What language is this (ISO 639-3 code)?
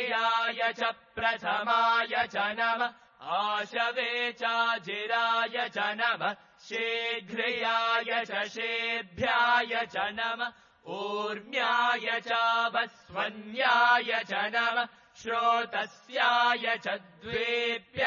san